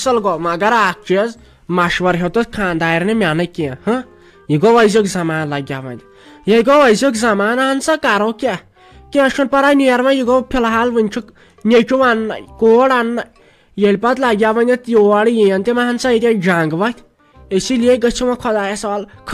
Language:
Kashmiri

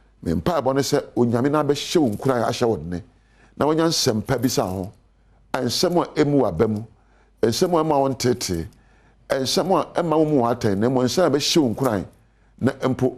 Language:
Akan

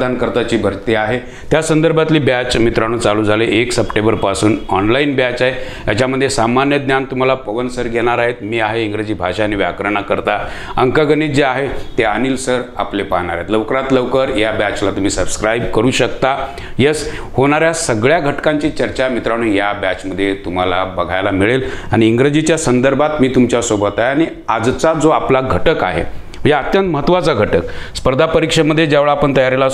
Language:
Marathi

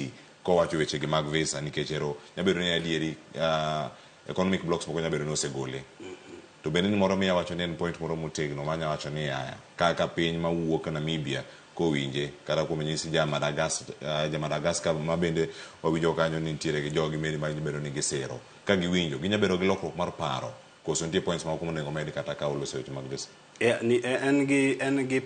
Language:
Luo (Kenya and Tanzania)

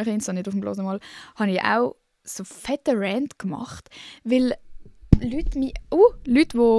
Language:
Swiss German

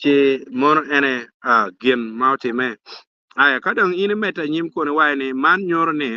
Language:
Acoli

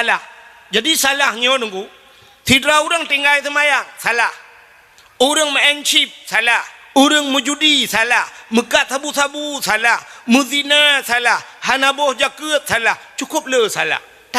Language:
Achinese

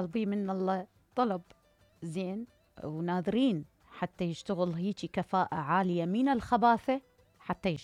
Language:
Mesopotamian Arabic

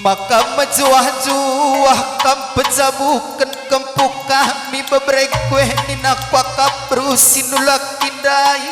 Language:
Batak Karo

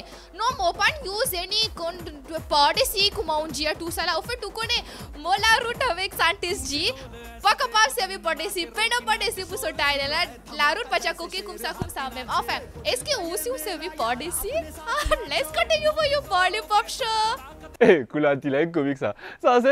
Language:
Morisyen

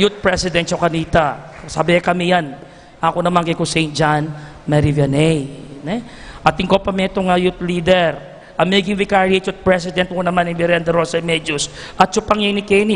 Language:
Pampanga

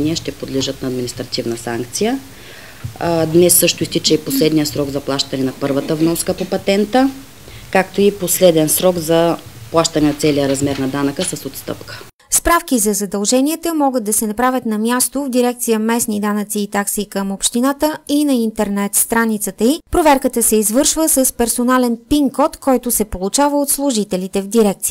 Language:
Bulgarian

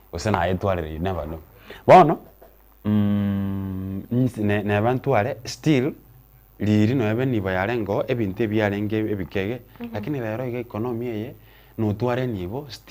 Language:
Gusii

